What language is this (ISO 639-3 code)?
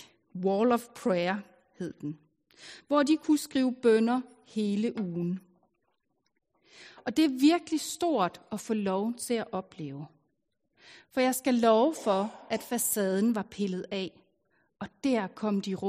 dan